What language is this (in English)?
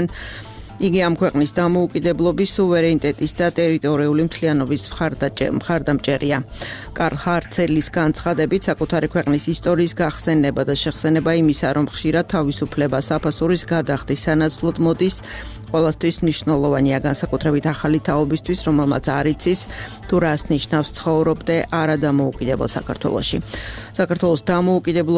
Georgian